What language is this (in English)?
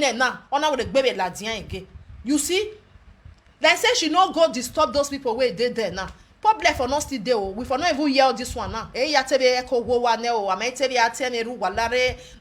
Nigerian Pidgin